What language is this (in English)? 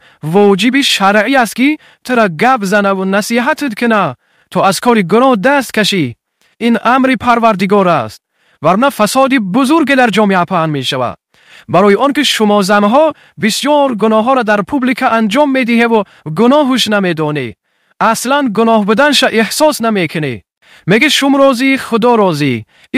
Tajik